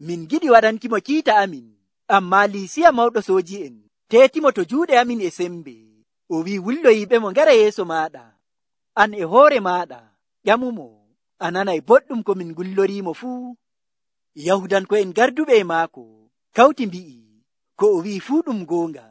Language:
Nigerian Fulfulde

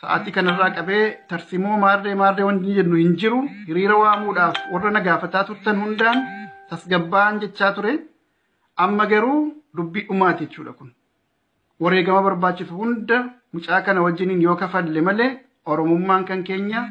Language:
Oromo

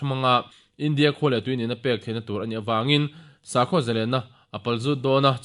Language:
Mizo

